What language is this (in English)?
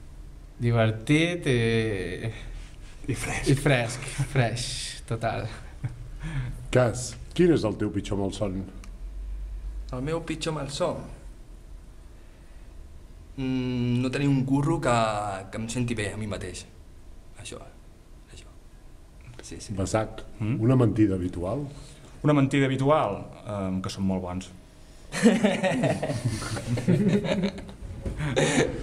Catalan